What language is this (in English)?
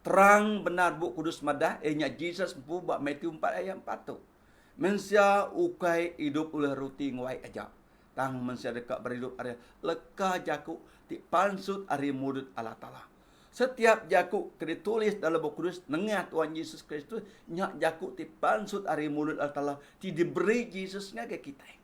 Iban